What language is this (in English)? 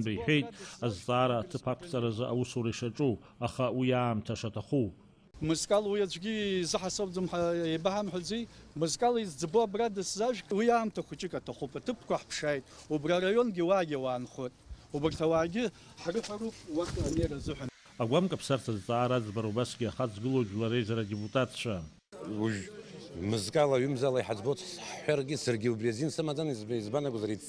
Abkhazian